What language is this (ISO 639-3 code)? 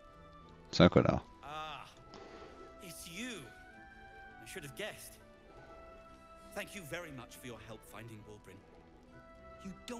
fra